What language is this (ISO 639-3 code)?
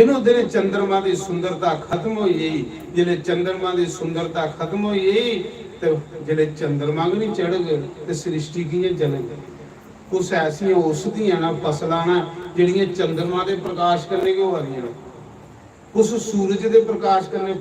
doi